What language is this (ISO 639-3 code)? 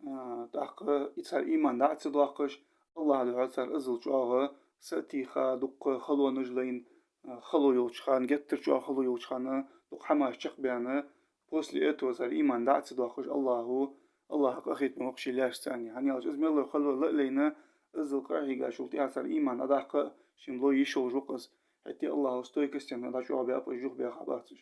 inh